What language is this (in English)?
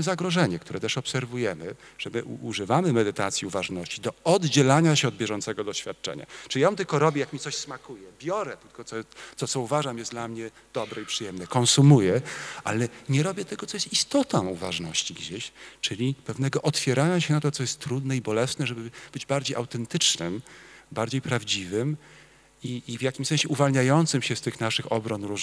Polish